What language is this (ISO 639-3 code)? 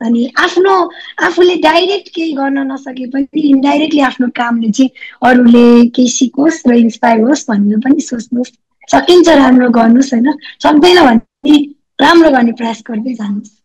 nep